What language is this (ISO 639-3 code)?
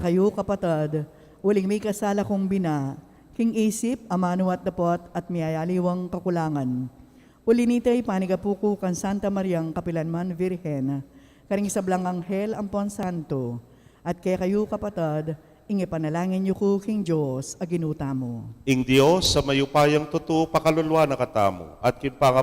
pam